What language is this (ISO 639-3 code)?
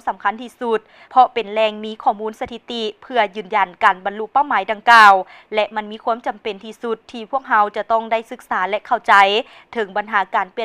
lao